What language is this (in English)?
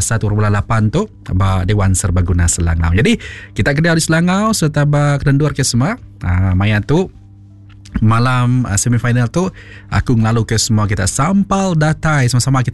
Iban